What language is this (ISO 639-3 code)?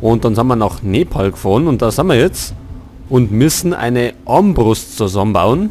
bar